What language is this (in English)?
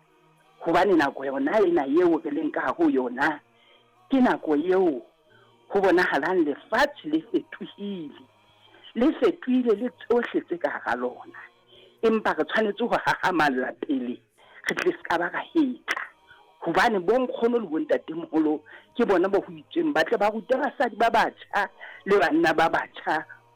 Southern Sotho